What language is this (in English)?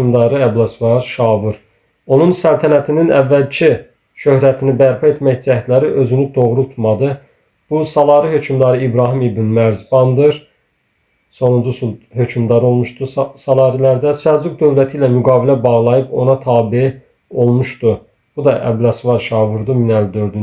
Azerbaijani